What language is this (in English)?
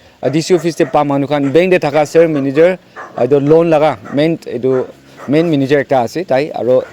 Naga Pidgin